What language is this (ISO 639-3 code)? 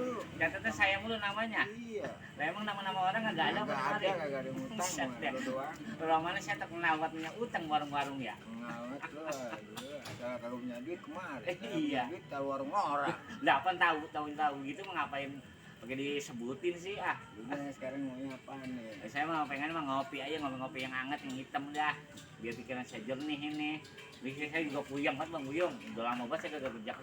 bew